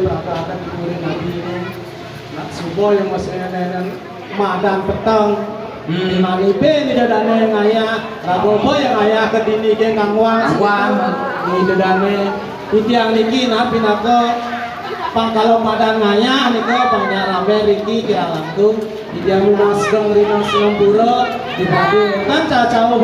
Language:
Balinese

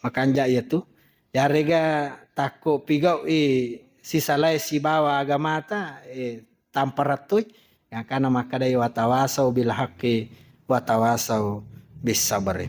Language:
Buginese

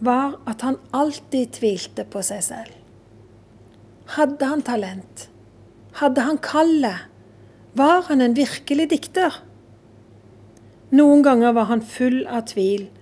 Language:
Norwegian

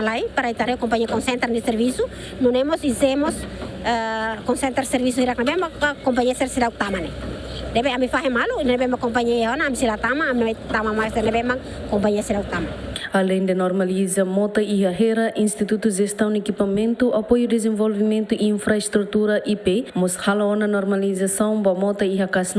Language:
Tetum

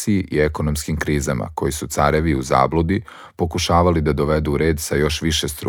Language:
Serbian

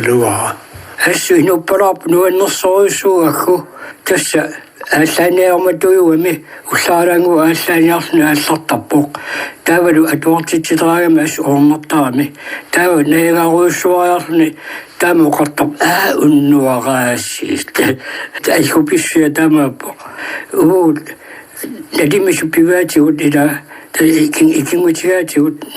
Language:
Kalaallisut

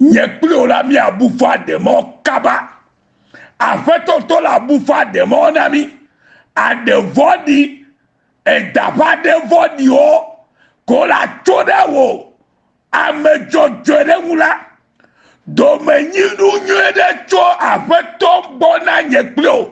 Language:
Ewe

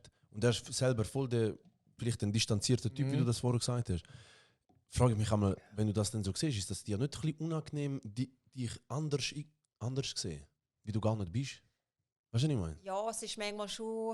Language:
Swiss German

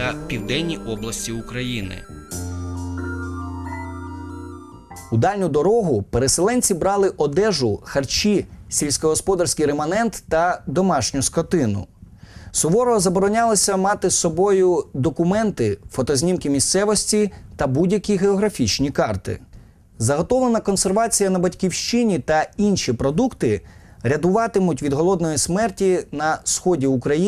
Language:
Ukrainian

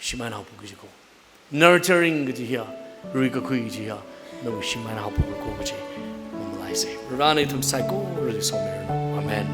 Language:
Tangkhul Naga (India)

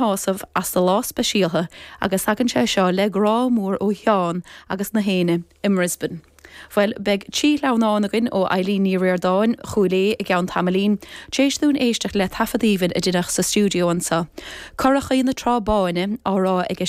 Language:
Irish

